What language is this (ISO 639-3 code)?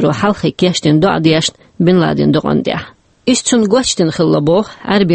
che